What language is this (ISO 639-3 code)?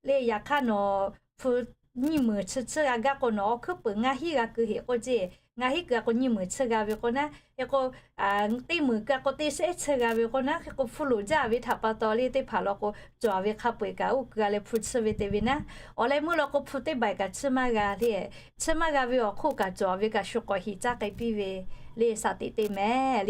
lhu